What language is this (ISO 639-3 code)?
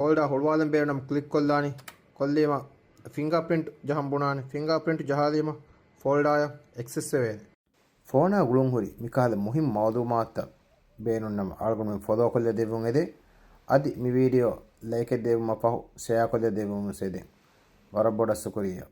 div